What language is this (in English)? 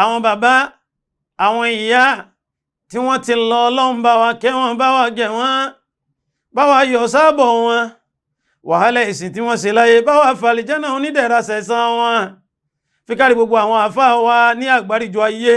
Yoruba